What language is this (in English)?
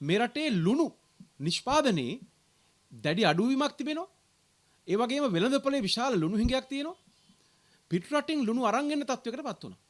Sinhala